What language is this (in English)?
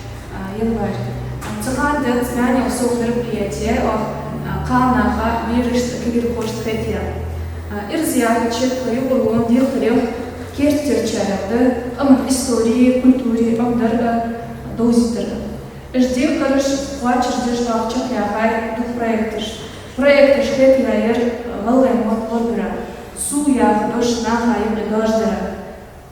Ingush